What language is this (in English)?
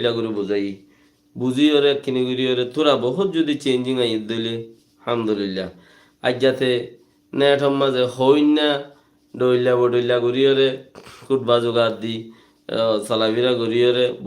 Rohingya